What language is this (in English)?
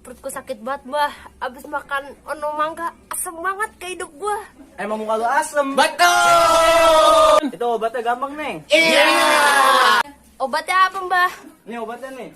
Betawi